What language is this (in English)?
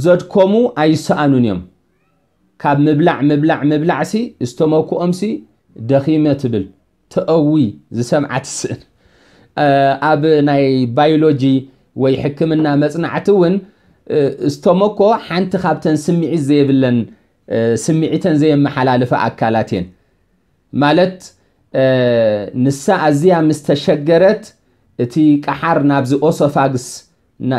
Tigrinya